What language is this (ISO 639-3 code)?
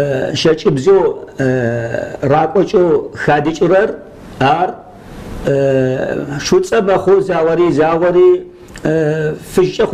kbd